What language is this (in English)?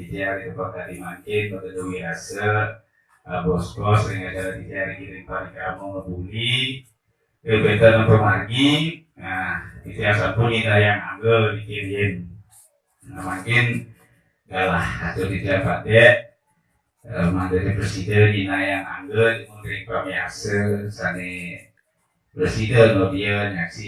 Balinese